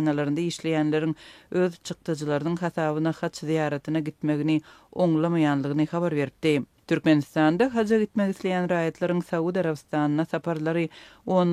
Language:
Turkmen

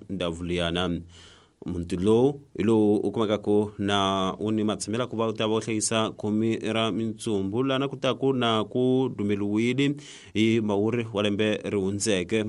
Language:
Tsonga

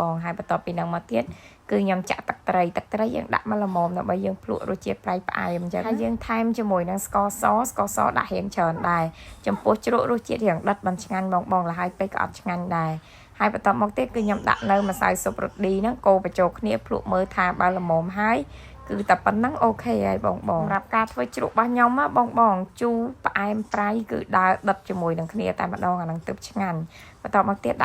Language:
Khmer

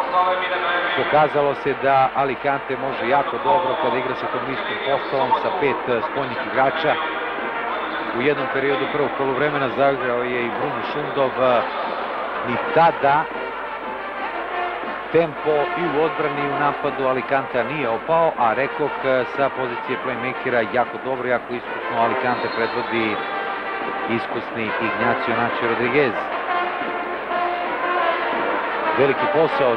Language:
Serbian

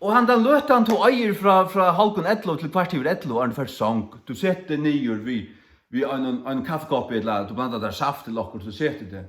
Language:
Faroese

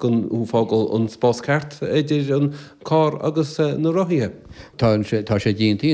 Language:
Irish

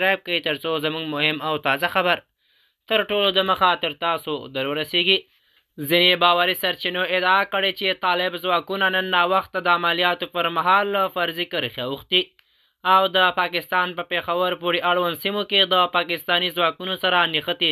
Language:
Pashto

